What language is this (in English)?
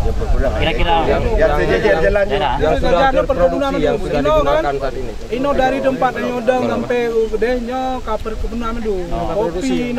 Achinese